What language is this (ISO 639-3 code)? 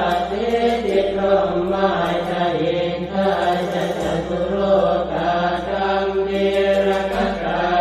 pli